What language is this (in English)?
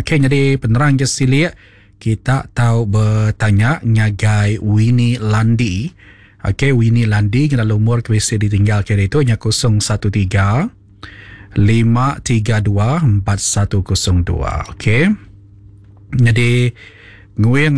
Iban